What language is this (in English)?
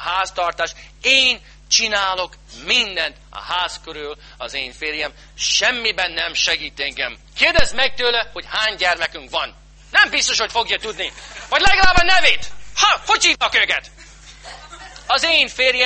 Hungarian